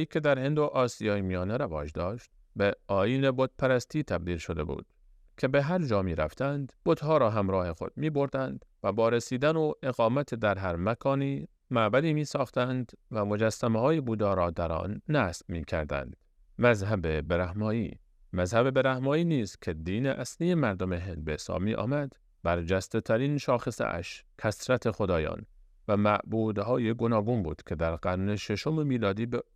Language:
Persian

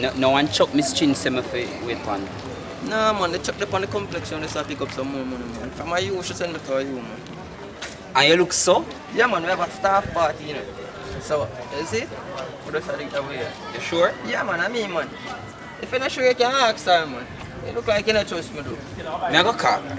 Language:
Jamaican Creole English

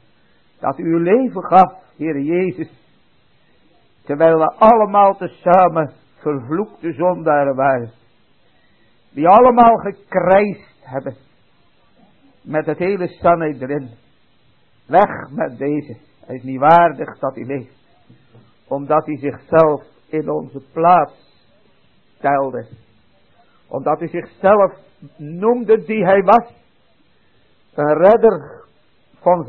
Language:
Dutch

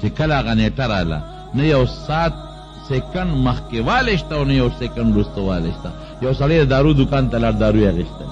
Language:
Pashto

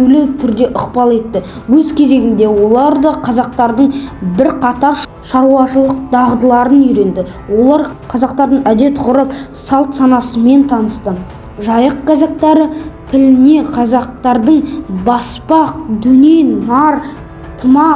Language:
Kazakh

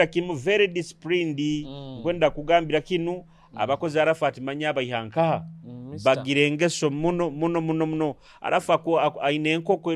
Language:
Nyoro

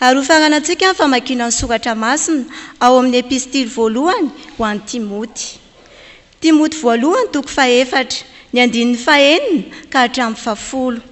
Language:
Malagasy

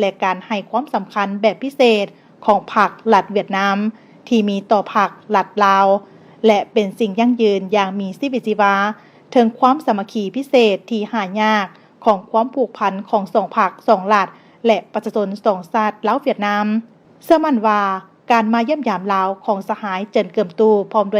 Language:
Lao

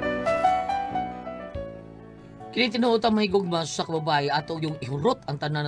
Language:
Cebuano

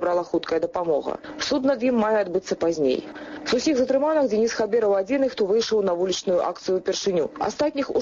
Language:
Belarusian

